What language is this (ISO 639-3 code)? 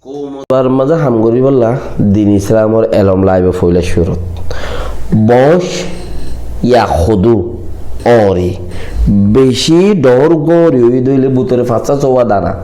rhg